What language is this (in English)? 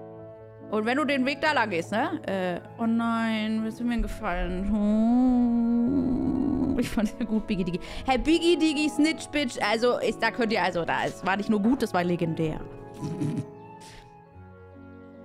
German